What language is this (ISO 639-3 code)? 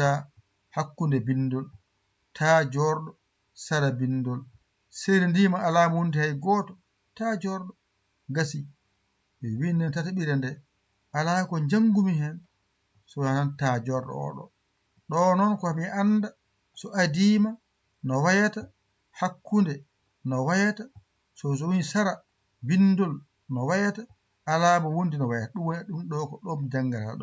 ful